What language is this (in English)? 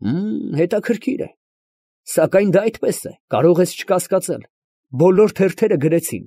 Armenian